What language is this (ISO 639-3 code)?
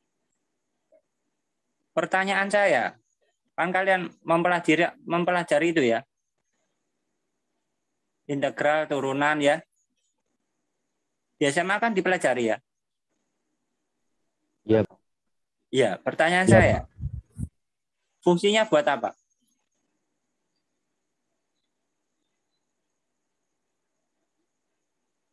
ind